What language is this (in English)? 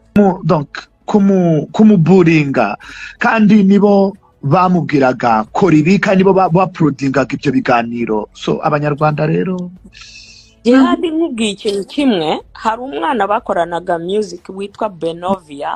Kinyarwanda